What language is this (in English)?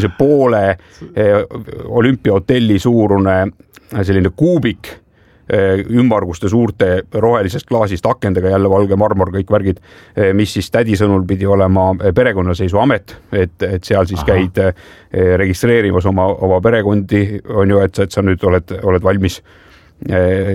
Estonian